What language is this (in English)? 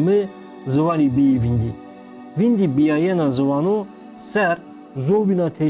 Zaza